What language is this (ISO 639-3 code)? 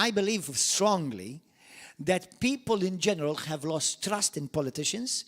eng